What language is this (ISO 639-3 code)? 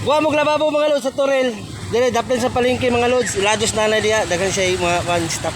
ceb